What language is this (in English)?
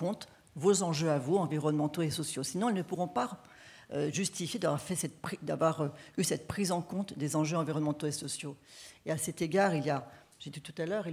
French